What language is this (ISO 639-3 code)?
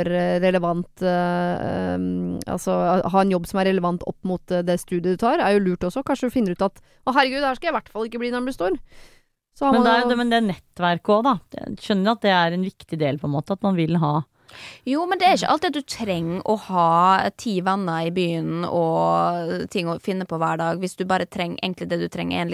nor